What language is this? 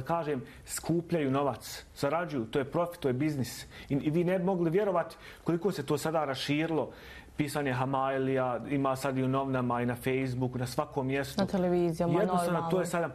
Bosnian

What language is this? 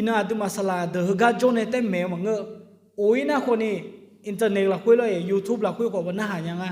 Akha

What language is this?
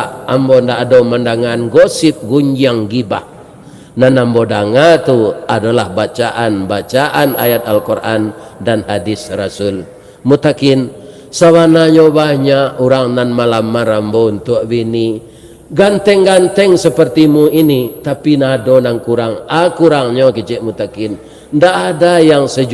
Minangkabau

